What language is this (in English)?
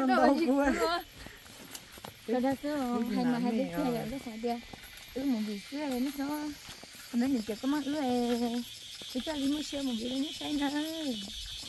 Vietnamese